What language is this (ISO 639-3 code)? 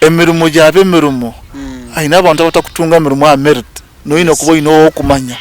nyn